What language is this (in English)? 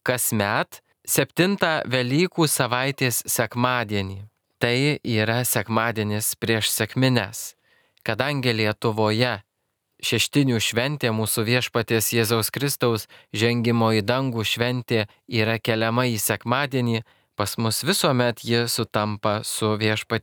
Lithuanian